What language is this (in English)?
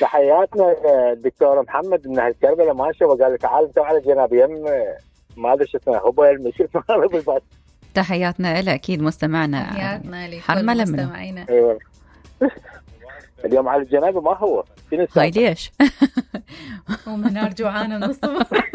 Mesopotamian Arabic